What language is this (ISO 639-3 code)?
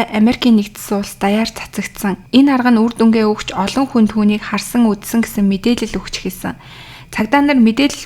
mon